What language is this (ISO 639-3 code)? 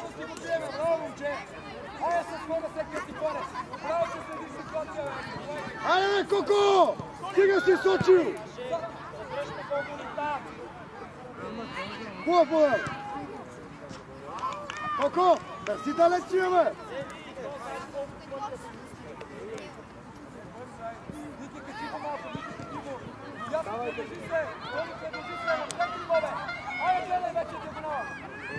bul